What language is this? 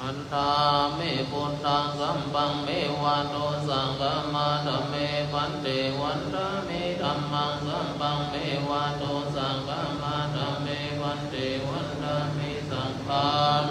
Pali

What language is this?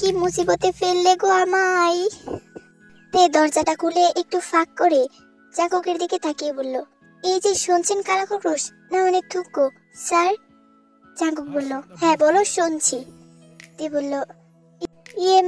Bangla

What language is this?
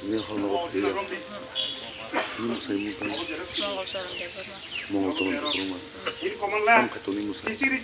Kok Borok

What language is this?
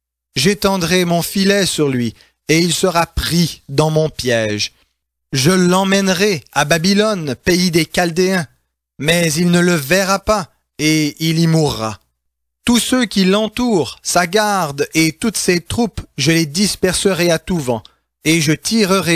French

